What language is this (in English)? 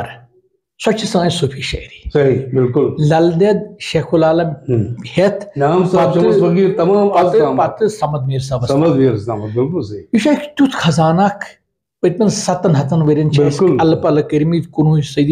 Kashmiri